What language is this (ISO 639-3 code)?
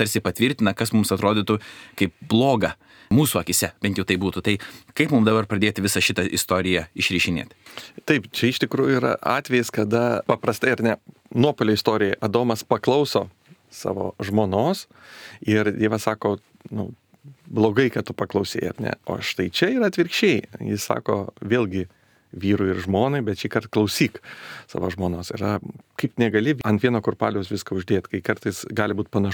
lit